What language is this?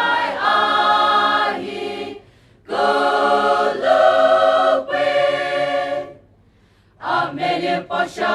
Poumei Naga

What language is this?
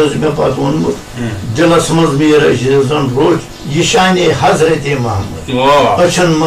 Kashmiri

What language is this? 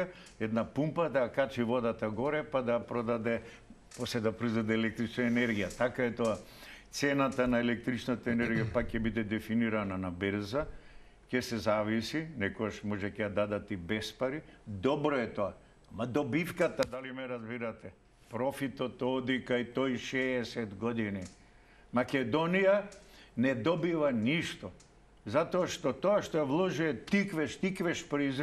Macedonian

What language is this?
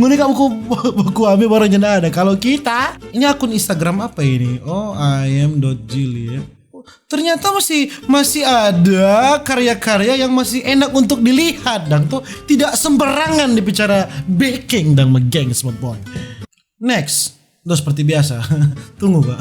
Manado Malay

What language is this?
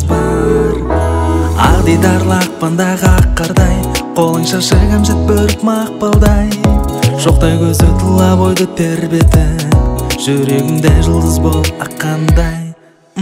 Kazakh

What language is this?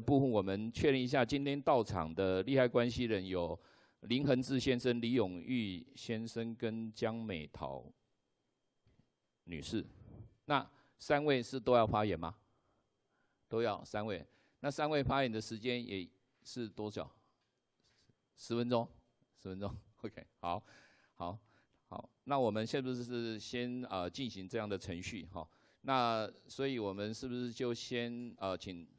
Chinese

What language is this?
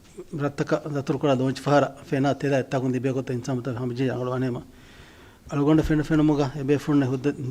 Divehi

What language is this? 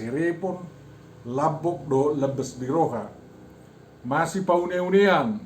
Batak Toba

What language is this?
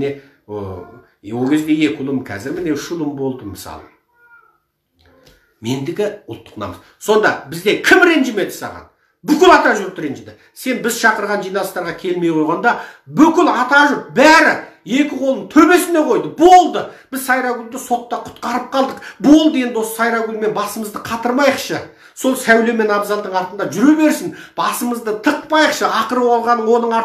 Kazakh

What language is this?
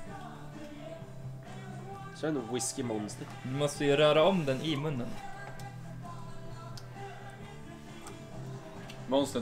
Swedish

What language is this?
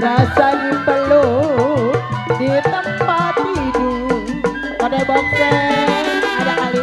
Betawi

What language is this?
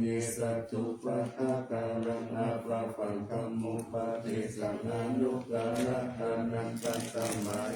Pali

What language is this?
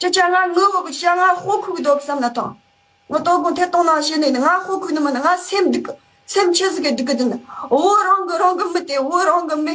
Tibetan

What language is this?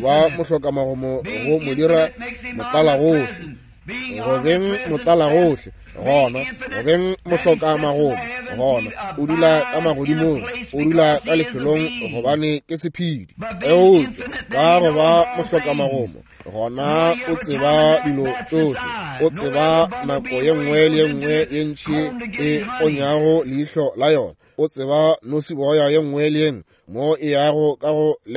Northern Sotho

